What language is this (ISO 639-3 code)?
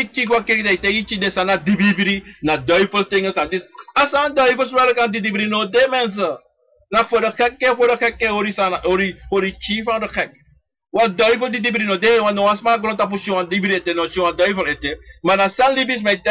srn